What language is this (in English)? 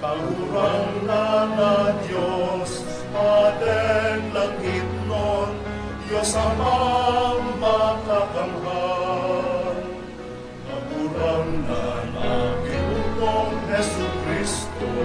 Bikol